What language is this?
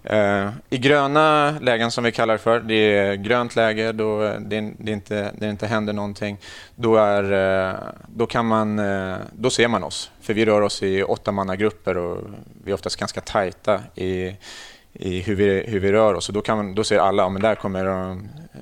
Swedish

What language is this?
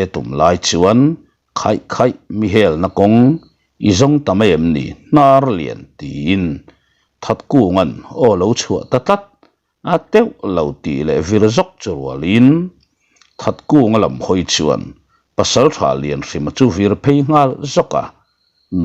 Mizo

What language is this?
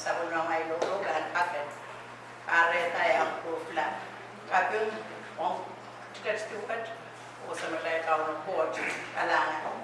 Pohnpeian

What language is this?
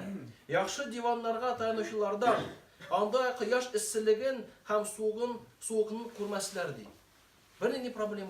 Tatar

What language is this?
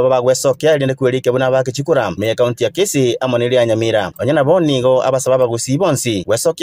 Gusii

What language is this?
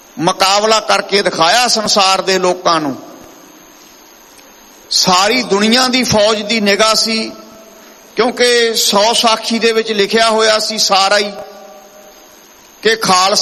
Punjabi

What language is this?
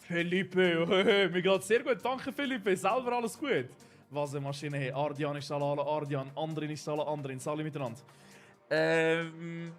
Swiss German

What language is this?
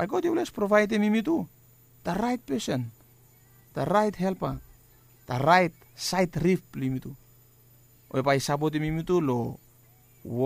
Bislama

